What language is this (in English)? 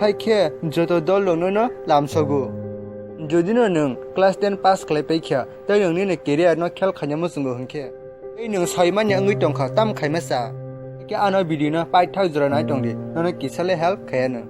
Kok Borok